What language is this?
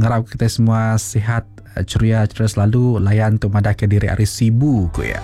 Iban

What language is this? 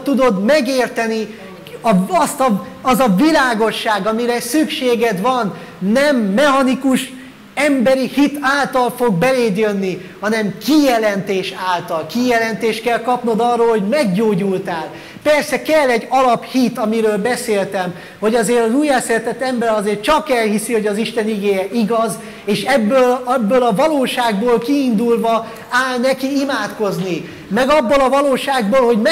Hungarian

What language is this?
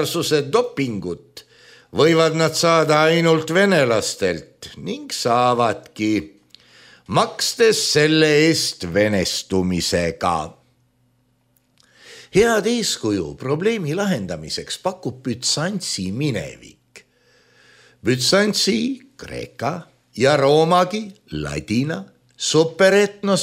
Estonian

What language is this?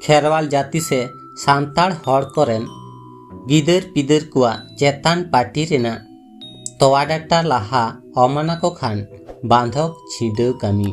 Santali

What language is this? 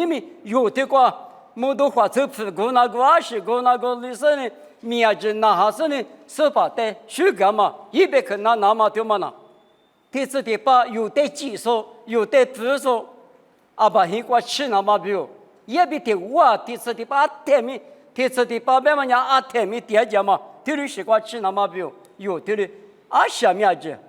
Lisu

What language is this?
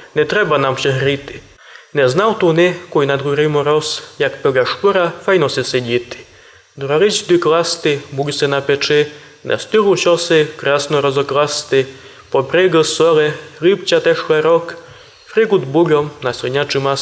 Rusyn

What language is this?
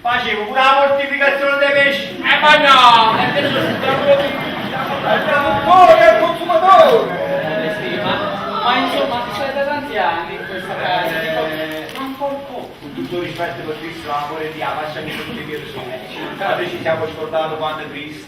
Neapolitan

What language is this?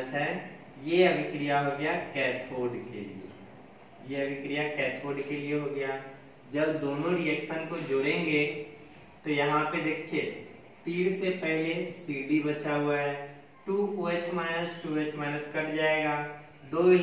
Hindi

